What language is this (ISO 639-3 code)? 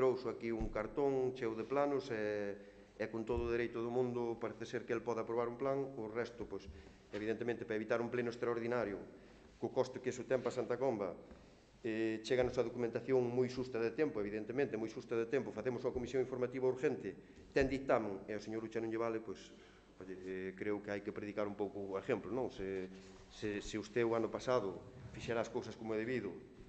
glg